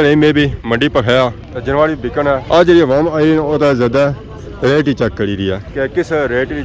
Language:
Pahari-Potwari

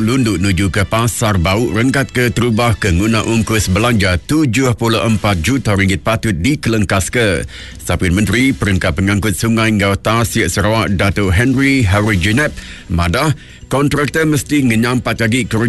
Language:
Iban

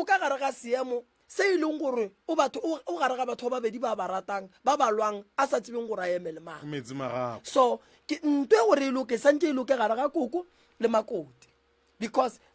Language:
Northern Sotho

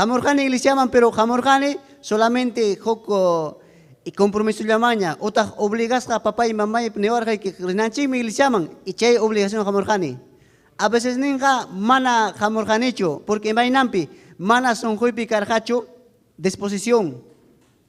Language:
Ayacucho Quechua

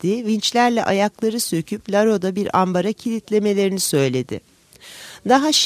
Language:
Turkish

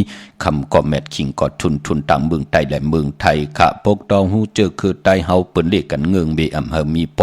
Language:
Shan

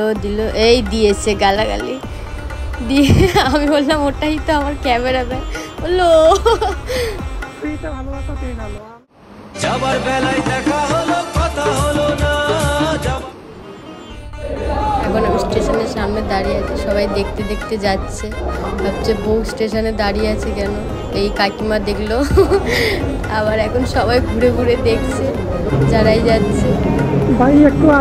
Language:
Bangla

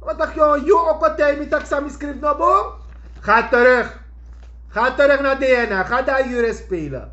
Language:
Sranan Tongo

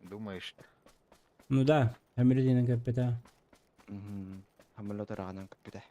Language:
Yakut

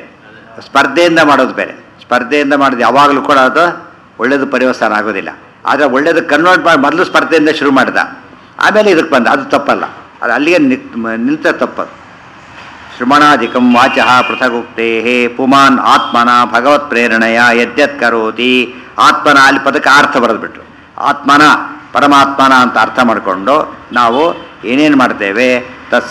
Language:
Kannada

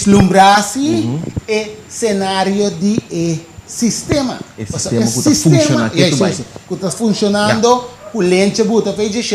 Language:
Papiamento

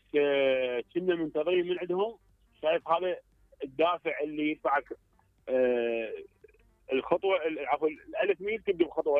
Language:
Mesopotamian Arabic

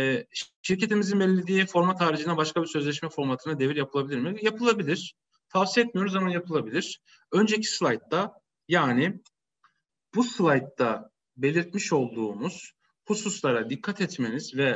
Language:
Turkish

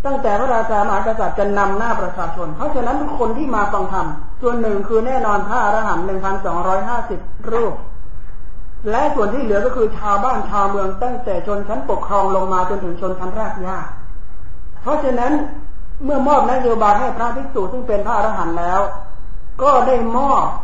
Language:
Thai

